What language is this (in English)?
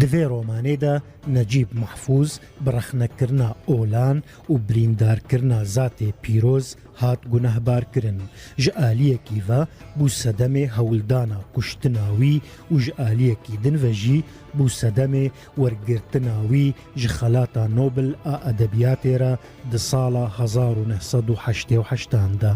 Kurdish